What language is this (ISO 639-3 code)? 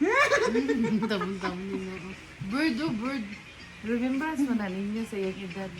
ceb